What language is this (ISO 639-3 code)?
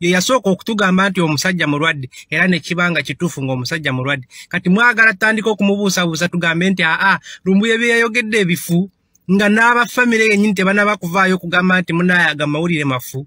lug